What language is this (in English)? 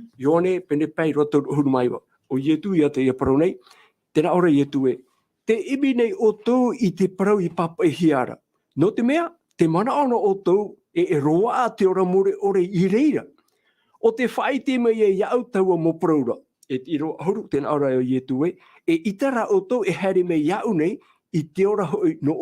Tahitian